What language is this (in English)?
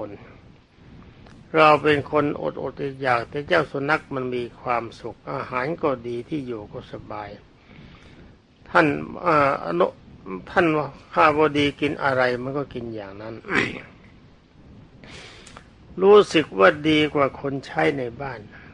Thai